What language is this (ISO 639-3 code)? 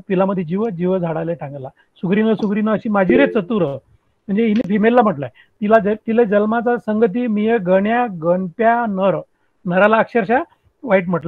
mar